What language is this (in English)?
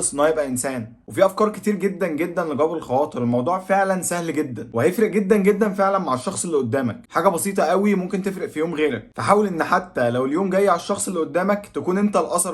Egyptian Arabic